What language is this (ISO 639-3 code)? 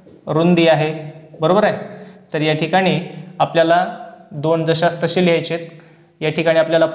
mar